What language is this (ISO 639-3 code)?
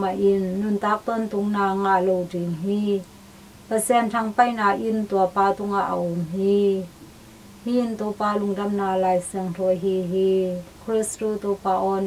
ctd